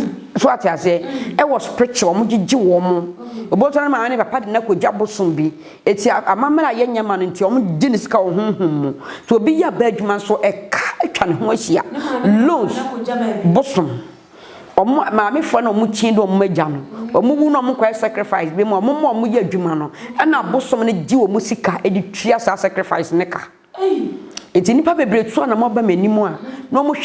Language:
Akan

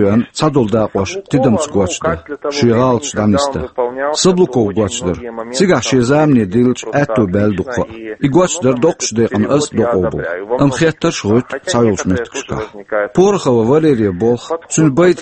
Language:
Chechen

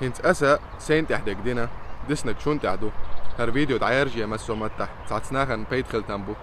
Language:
Chechen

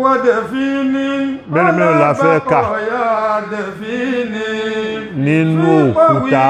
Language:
Yoruba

